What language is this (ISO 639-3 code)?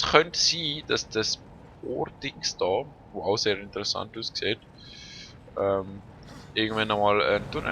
gsw